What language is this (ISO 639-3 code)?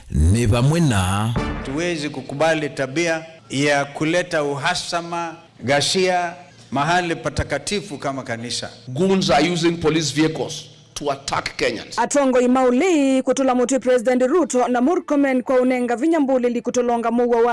kam